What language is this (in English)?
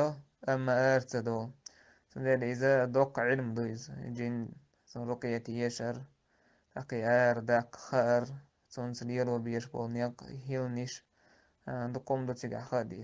Chechen